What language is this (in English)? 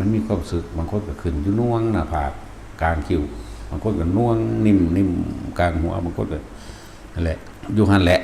Northeastern Thai